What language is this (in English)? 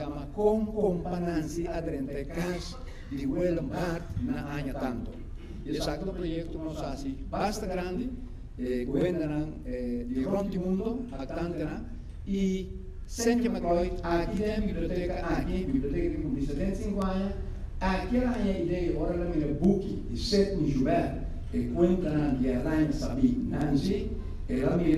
Papiamento